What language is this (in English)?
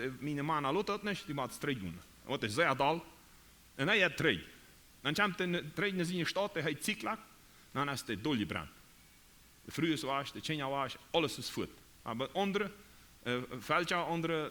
Plautdietsch